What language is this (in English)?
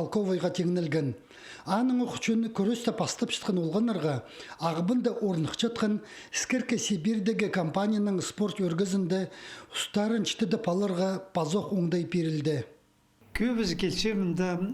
Khakas